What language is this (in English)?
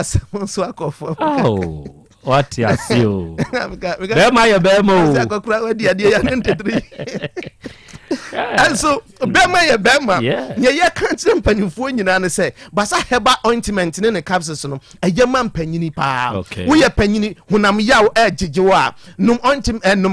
Akan